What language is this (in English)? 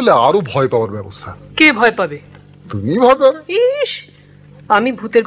Bangla